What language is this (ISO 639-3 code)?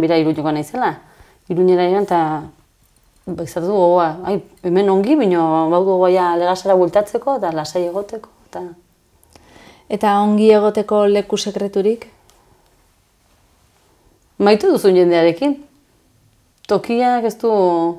eus